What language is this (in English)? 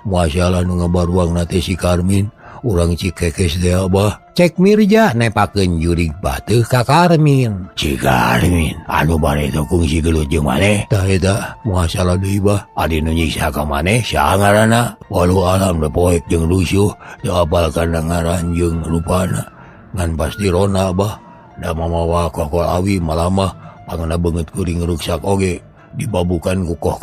Sundanese